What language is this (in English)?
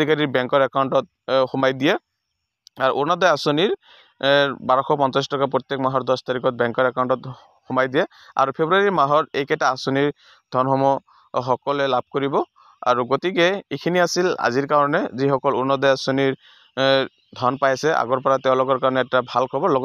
Assamese